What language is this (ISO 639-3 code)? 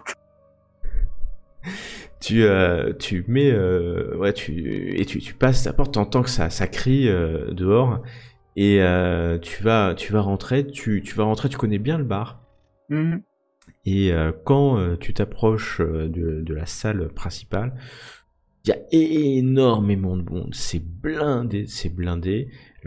fra